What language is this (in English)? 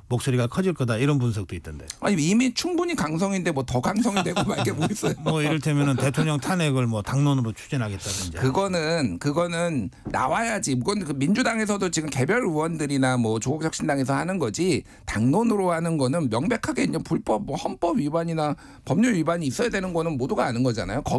Korean